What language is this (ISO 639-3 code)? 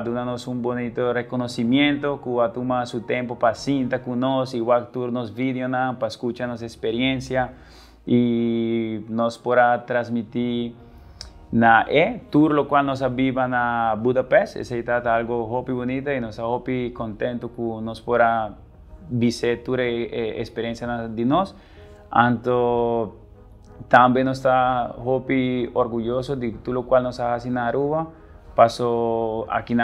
pap